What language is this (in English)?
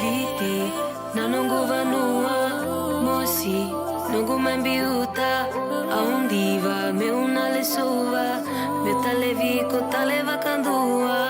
Fijian